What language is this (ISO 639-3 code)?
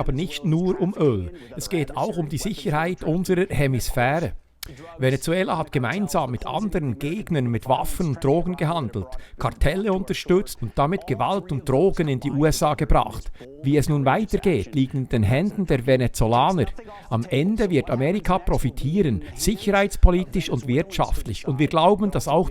gsw